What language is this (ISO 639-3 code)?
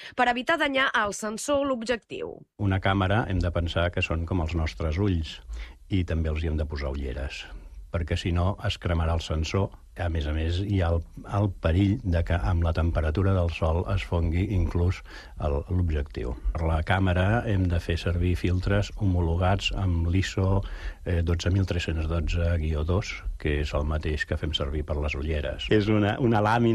cat